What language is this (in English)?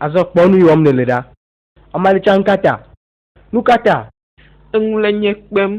Ewe